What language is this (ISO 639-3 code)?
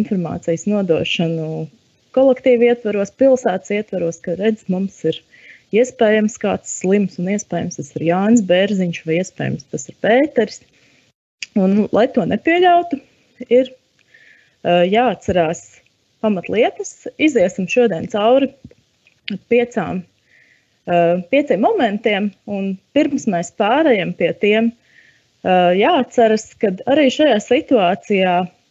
lav